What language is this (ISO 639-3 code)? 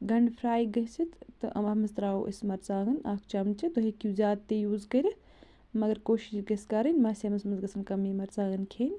kas